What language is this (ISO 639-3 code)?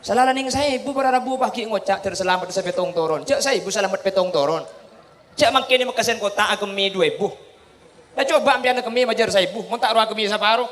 mad